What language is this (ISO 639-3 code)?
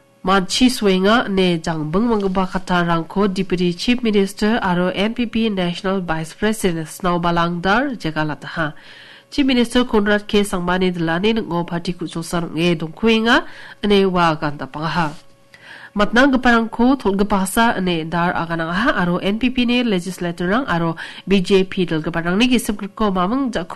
grt